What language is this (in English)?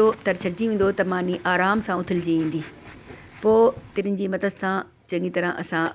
Sindhi